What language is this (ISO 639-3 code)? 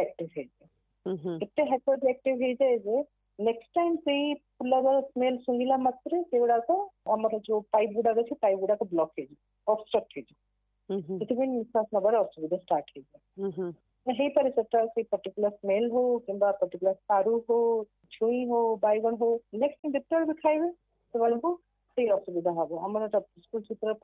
ori